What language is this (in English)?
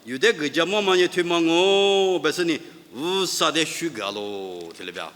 Lisu